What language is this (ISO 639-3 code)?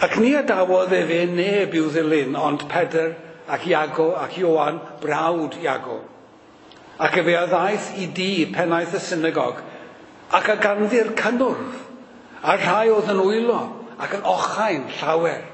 cym